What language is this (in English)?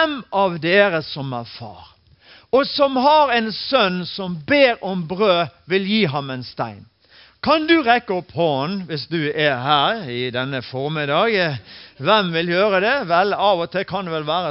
Norwegian